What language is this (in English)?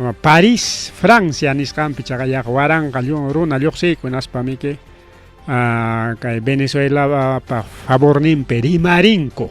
Ayacucho Quechua